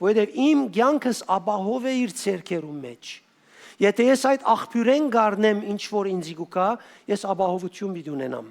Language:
Western Armenian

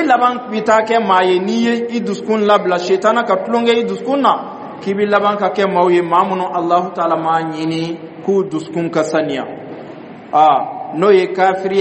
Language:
Dyula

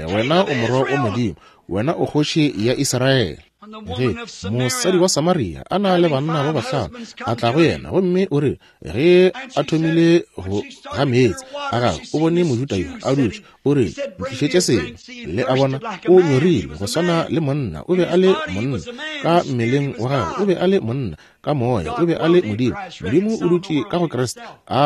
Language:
Northern Sotho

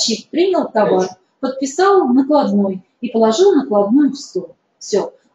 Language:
Russian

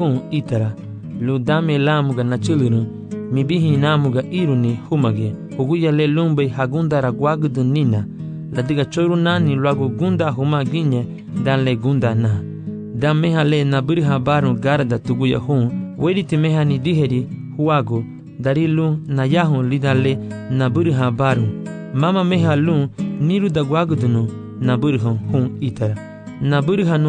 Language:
Garifuna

